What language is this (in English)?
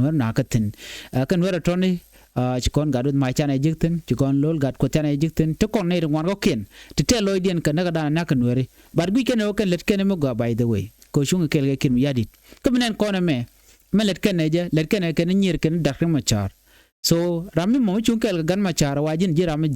Nuer